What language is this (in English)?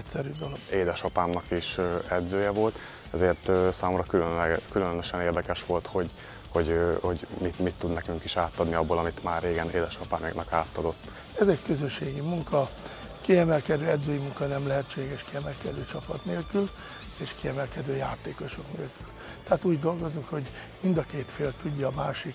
Hungarian